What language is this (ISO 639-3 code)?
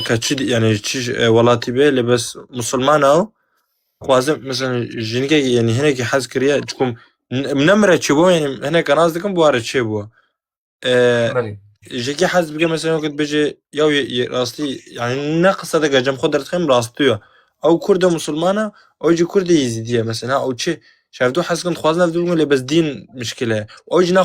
kur